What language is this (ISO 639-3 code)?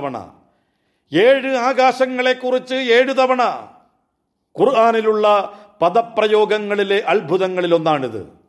mal